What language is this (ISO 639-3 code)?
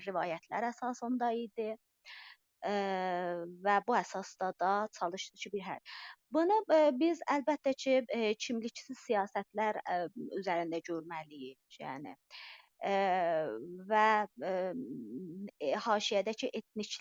azb